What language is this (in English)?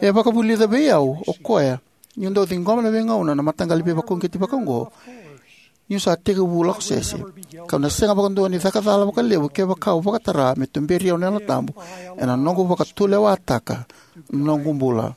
Fijian